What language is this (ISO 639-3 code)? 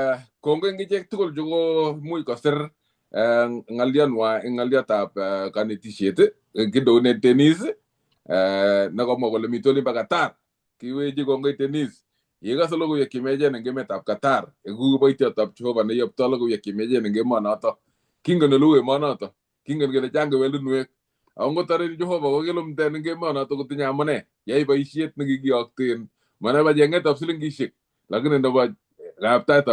kln